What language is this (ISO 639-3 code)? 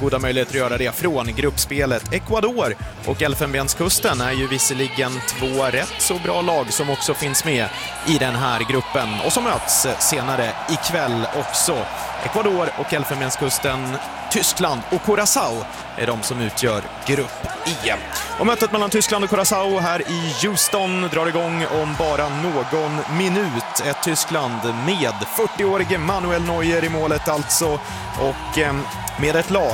swe